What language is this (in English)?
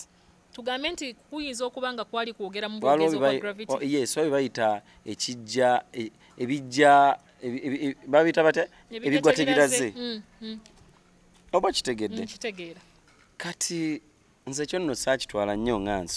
Ganda